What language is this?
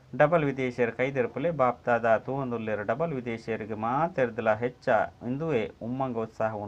Tulu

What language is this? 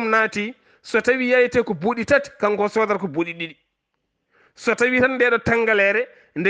Fula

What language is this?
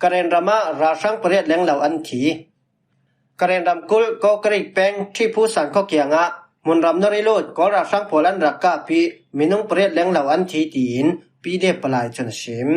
Falam Chin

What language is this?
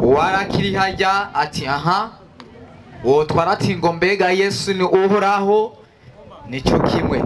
Rundi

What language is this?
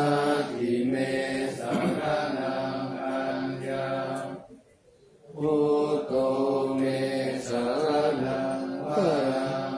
Pali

